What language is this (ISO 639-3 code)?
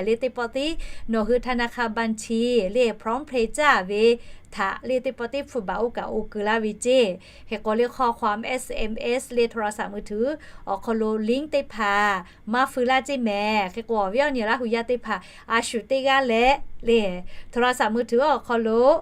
lhu